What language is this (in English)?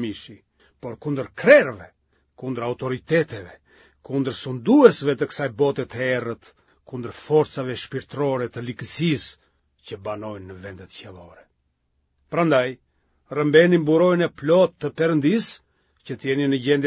Albanian